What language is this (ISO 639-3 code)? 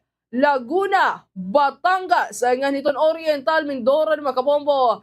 war